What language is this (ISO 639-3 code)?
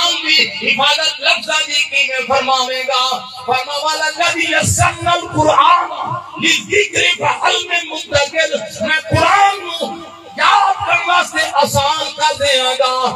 skr